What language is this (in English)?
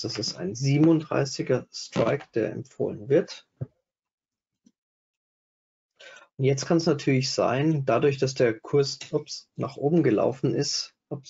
German